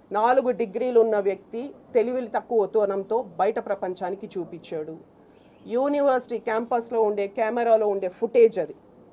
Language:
Telugu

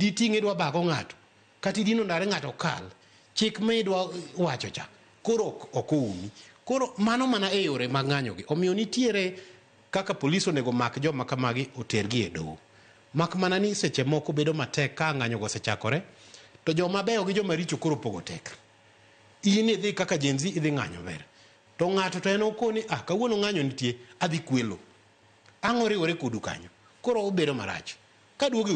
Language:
Luo (Kenya and Tanzania)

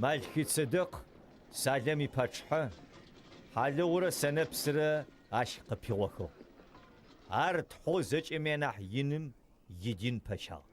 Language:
Adyghe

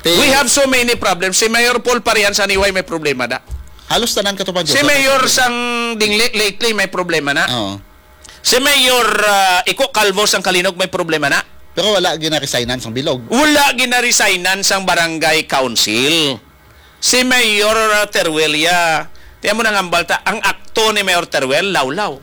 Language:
Hiligaynon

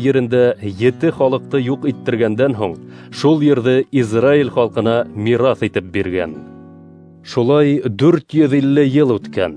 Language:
Bashkir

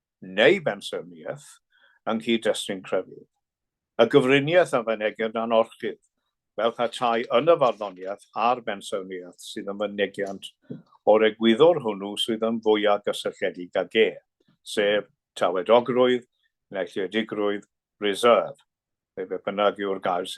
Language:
Welsh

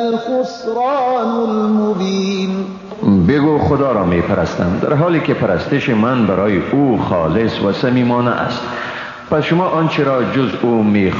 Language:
Persian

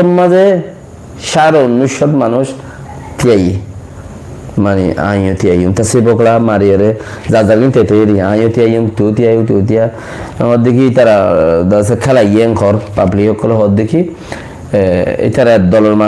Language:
Rohingya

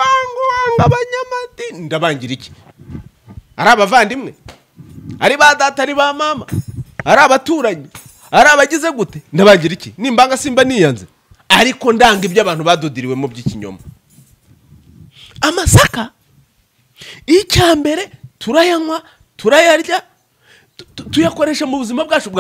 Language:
Kinyarwanda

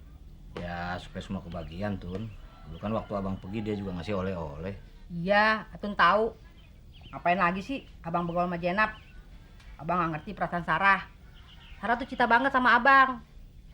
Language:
Betawi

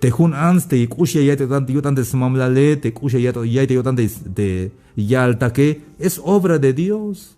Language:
Tzeltal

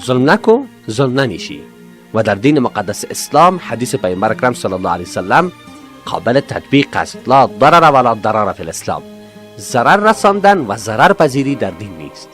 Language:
Persian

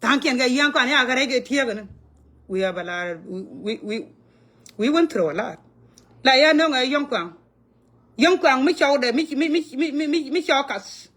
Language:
Nuer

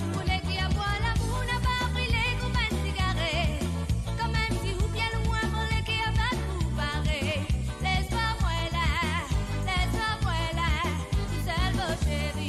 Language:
Morisyen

